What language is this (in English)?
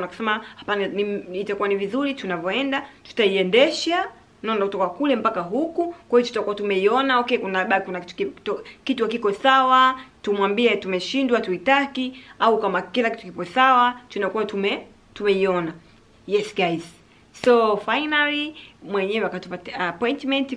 Swahili